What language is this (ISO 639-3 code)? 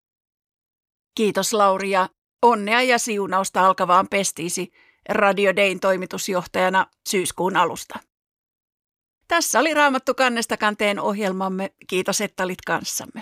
fin